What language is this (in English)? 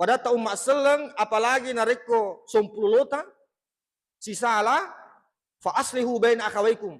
Buginese